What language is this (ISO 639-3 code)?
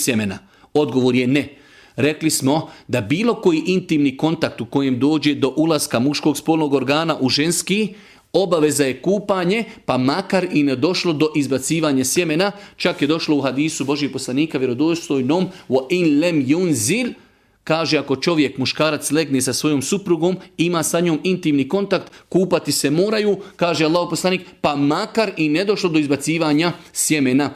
bos